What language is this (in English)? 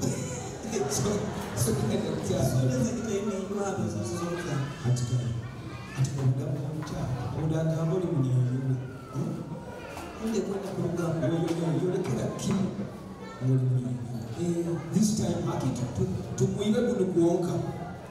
Nyoro